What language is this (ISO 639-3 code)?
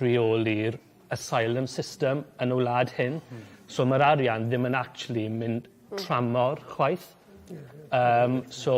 cym